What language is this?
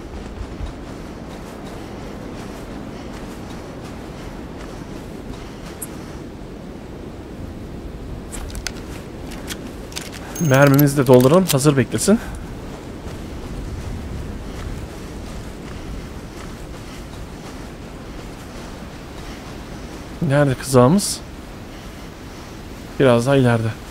Turkish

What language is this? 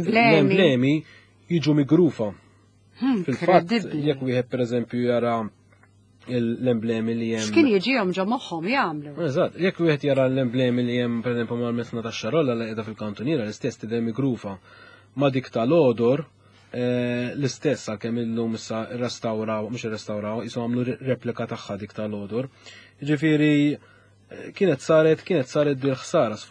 Maltese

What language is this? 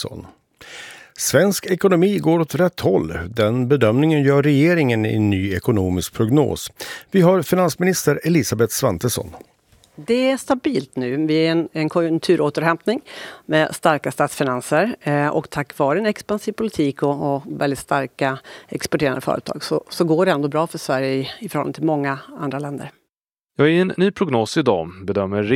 Swedish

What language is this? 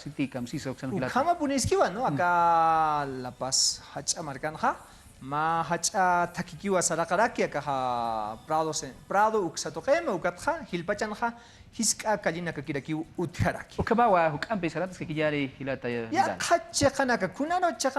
Aymara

